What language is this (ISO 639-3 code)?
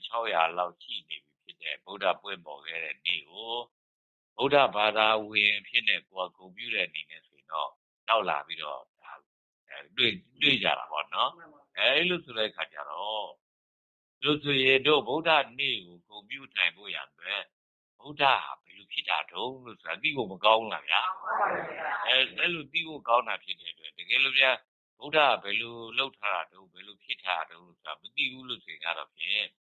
mya